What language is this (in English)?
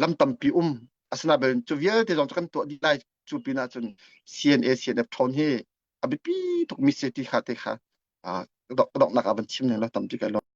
Hakha Chin